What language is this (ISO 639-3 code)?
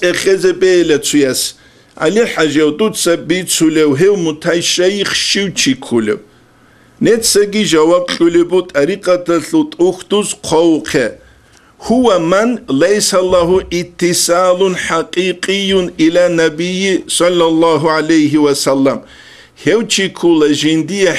ava